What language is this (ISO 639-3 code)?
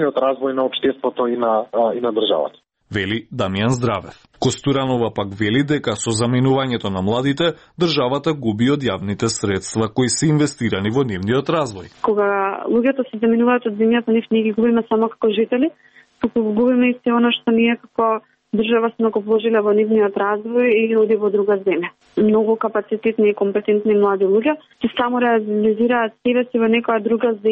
mkd